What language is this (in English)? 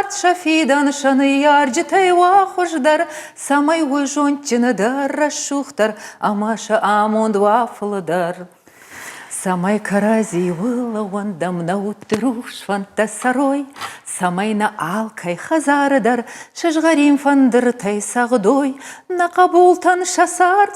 Ossetic